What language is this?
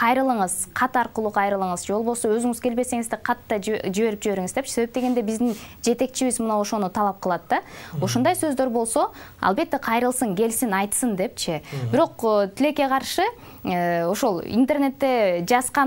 Kyrgyz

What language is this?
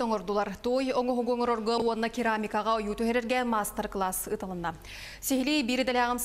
Yakut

